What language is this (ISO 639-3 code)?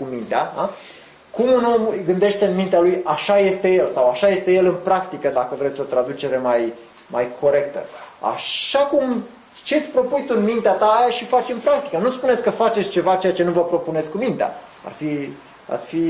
ron